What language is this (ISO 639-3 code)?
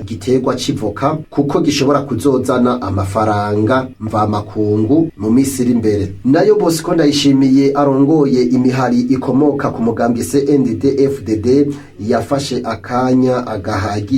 run